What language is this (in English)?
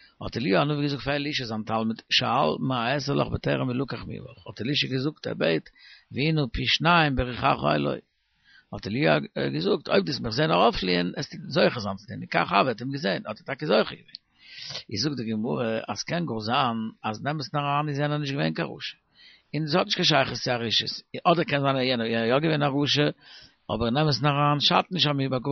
Yiddish